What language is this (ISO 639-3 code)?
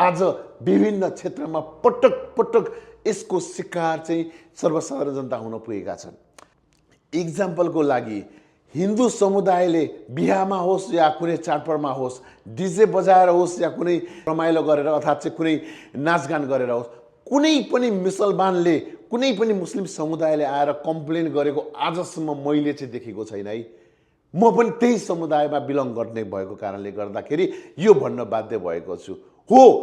nep